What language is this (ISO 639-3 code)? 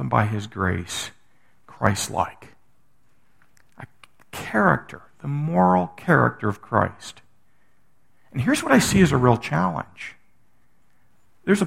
eng